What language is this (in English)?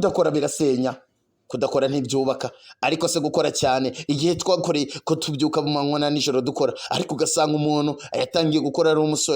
Kinyarwanda